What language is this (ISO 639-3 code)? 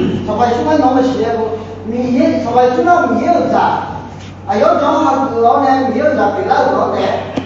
ahk